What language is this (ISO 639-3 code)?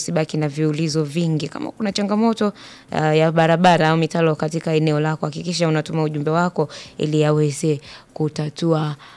swa